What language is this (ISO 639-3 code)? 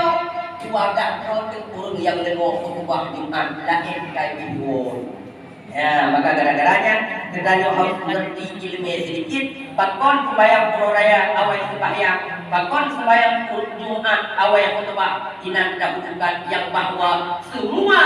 ace